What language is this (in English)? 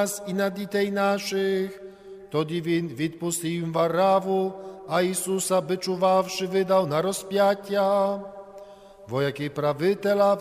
Ukrainian